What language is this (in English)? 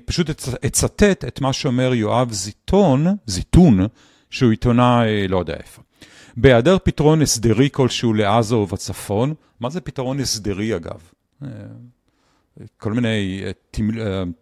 Hebrew